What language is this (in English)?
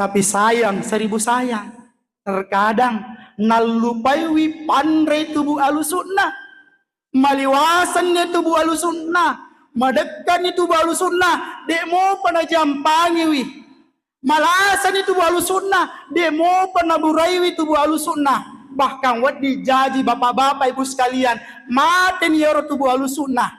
Buginese